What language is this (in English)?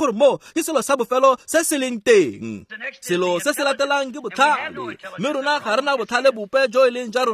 Tswana